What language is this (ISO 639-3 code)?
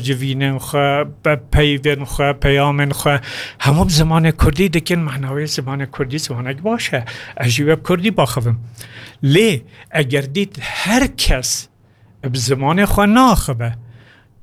kur